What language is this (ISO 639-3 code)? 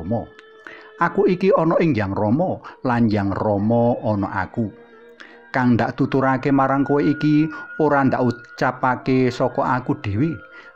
jav